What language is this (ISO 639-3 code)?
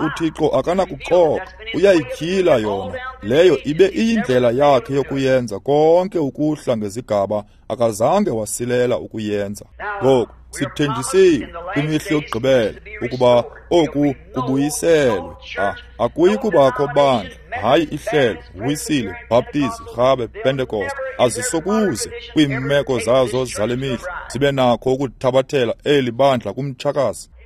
xho